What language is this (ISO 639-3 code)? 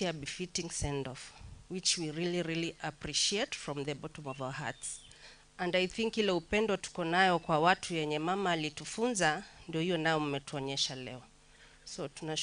guz